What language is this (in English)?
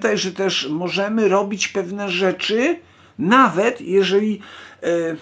Polish